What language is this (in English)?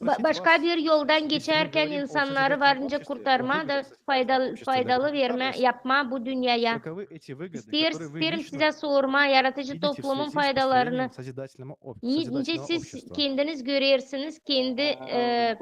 Gagauz